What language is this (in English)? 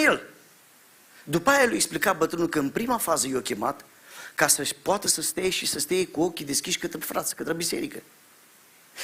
Romanian